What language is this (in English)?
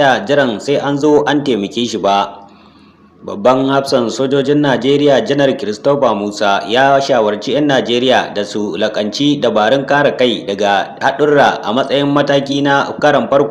Hausa